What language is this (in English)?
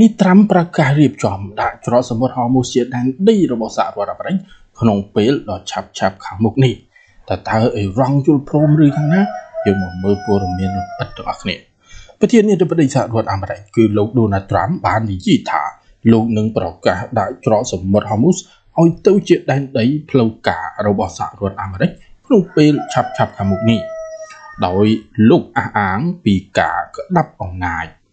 Khmer